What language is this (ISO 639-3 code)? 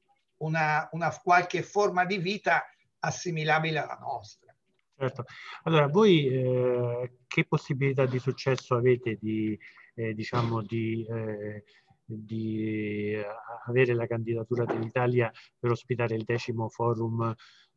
ita